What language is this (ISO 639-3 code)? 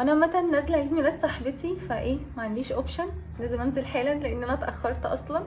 arz